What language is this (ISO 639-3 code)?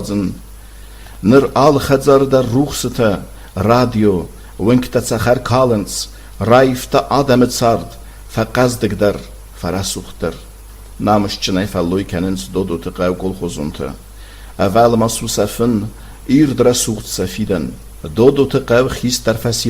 oss